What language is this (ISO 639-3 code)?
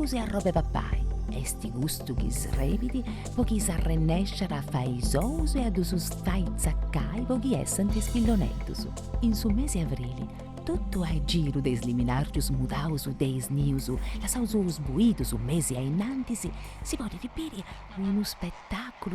srd